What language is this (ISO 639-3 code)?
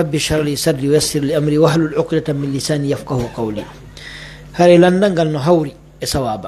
fuf